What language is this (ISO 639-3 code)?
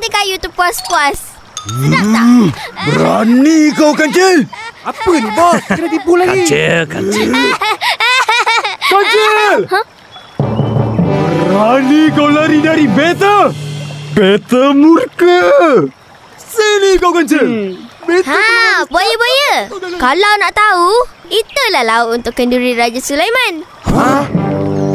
msa